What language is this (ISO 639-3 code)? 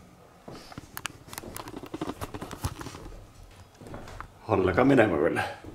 est